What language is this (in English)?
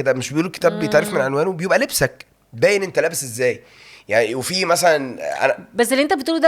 Egyptian Arabic